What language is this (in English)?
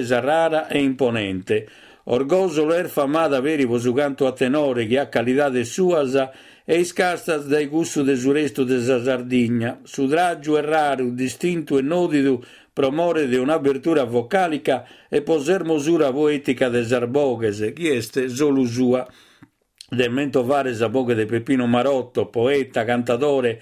Sardinian